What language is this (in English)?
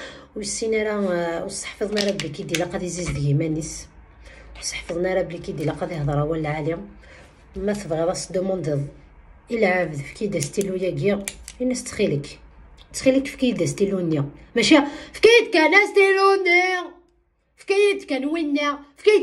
Kabyle